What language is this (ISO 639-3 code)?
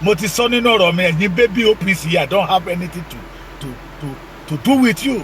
yor